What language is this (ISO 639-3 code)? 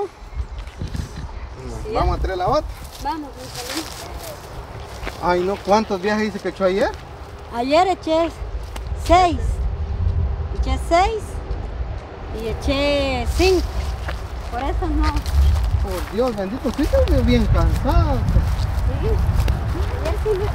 spa